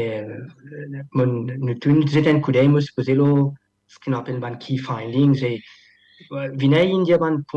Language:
Morisyen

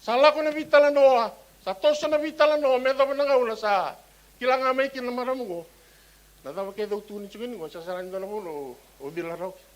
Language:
Fijian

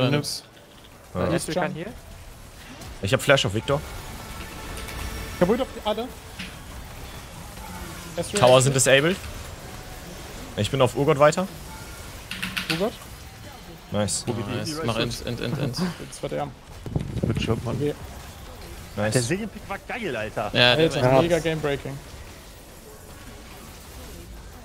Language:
German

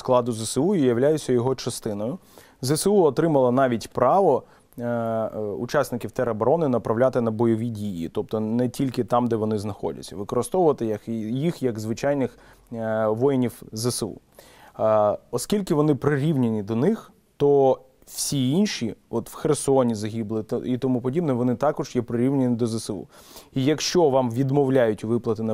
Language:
Ukrainian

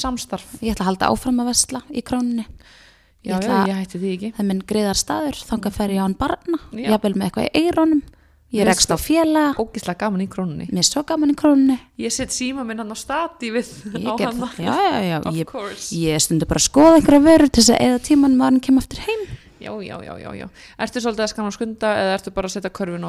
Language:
Icelandic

